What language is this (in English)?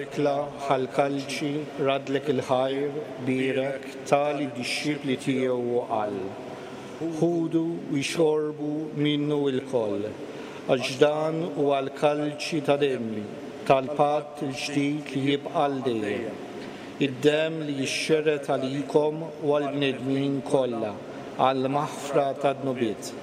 Maltese